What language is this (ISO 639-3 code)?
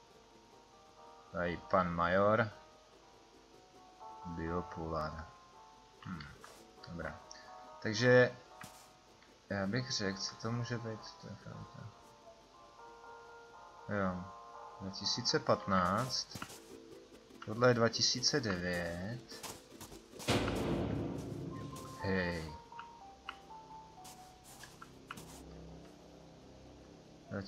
ces